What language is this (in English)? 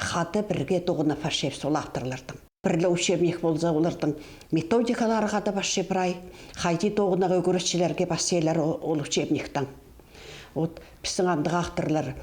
Khakas